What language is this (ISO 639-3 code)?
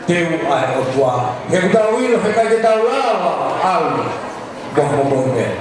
ton